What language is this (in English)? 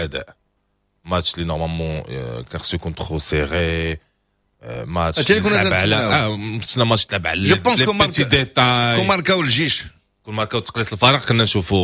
Moroccan Arabic